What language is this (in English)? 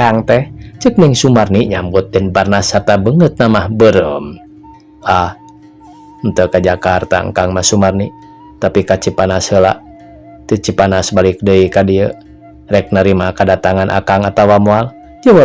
Sundanese